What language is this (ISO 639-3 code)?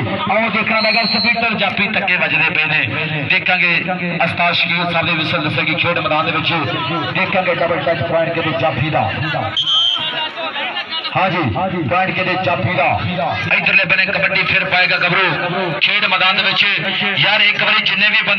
pan